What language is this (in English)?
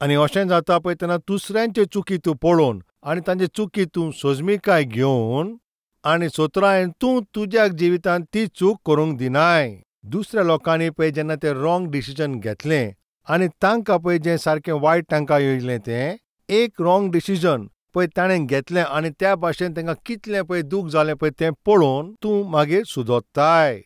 Konkani